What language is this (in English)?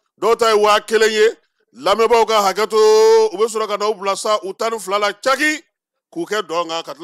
Bambara